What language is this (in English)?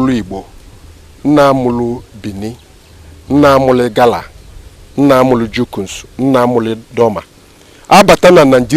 Igbo